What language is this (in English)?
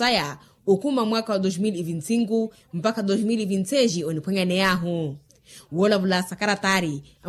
Makhuwa